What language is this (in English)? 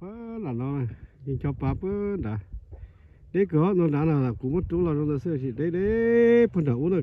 Hmong